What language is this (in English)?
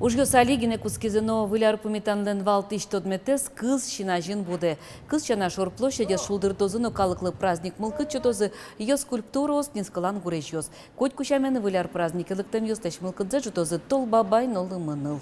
Udmurt